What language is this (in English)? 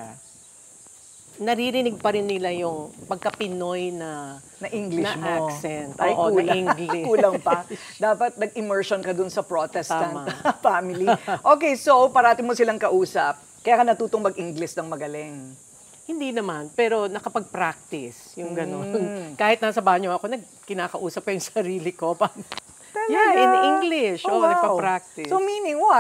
Filipino